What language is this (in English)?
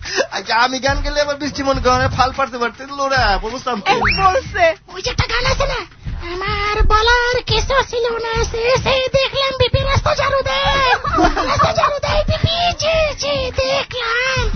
Bangla